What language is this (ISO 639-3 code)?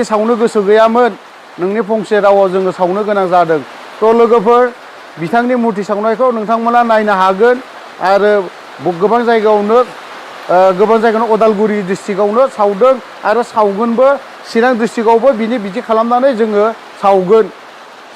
brx